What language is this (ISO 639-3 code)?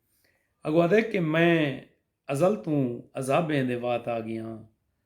skr